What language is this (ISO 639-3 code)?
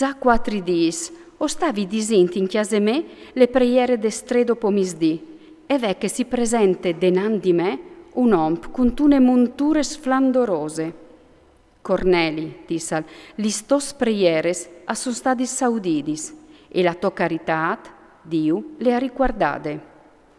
fur